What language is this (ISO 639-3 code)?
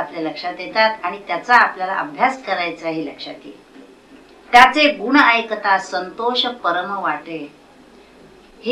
mar